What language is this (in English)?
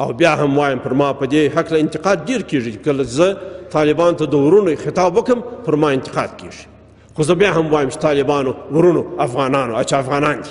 Pashto